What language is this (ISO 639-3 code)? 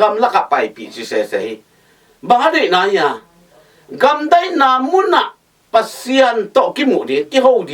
ctd